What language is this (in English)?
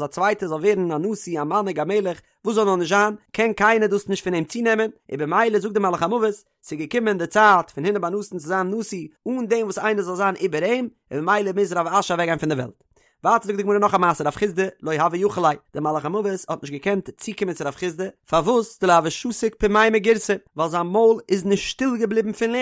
Yiddish